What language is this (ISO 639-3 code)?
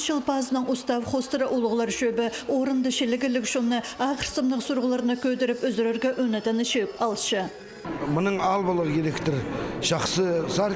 kjh